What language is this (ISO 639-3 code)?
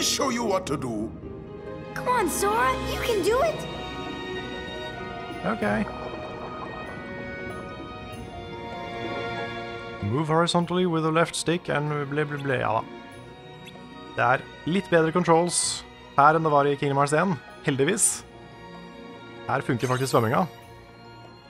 nor